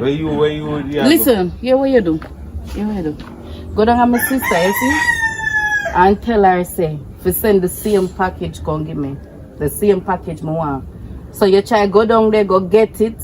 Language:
Jamaican Creole English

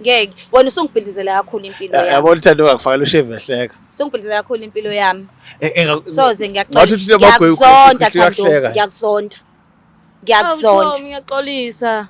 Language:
Zulu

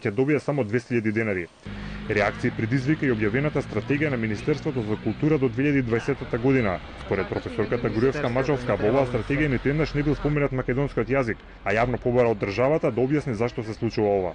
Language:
Macedonian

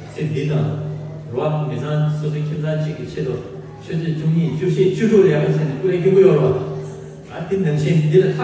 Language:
Tibetan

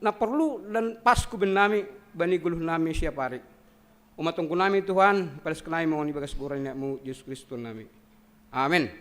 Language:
Batak Simalungun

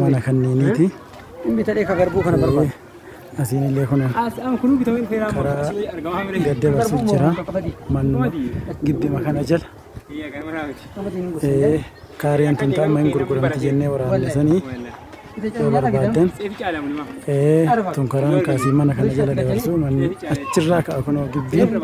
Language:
Oromo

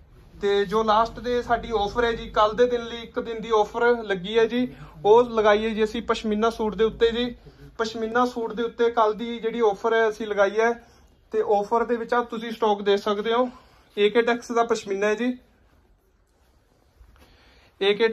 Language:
Punjabi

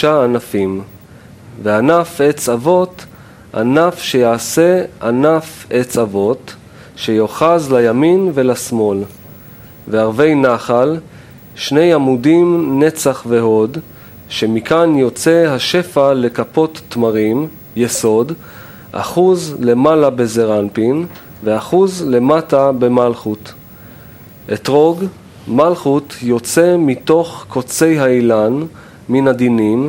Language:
Hebrew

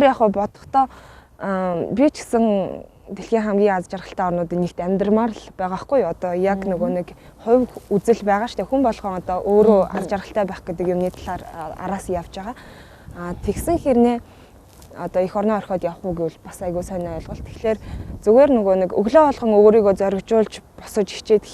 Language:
Mongolian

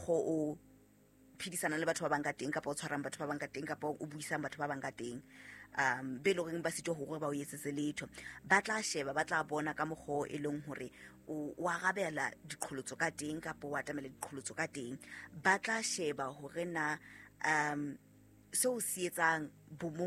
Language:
Southern Sotho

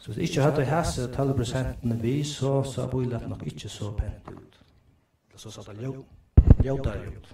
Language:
Faroese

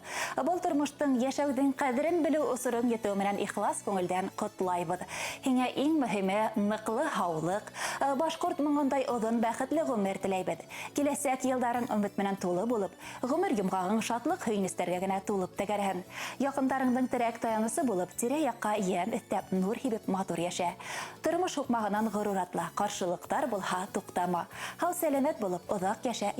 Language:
Bashkir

